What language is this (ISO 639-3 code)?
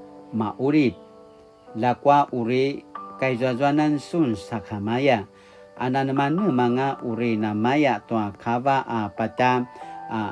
pwn